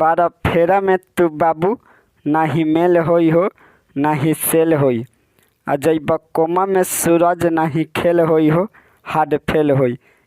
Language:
Bhojpuri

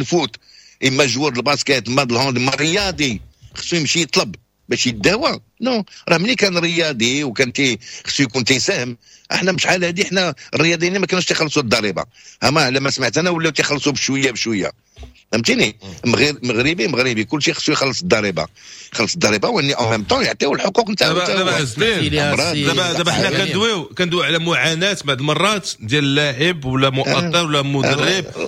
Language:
Moroccan Arabic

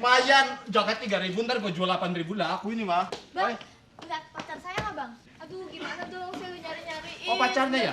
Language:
Betawi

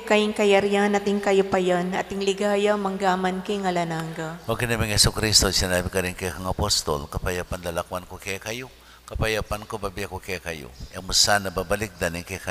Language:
Pampanga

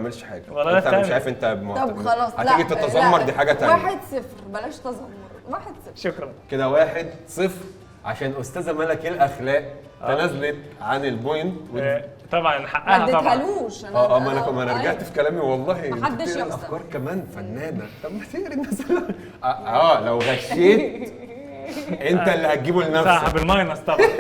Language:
Egyptian Arabic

